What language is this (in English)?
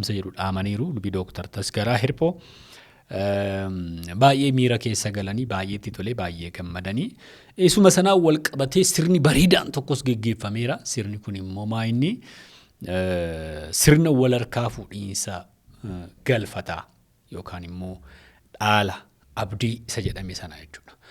Oromo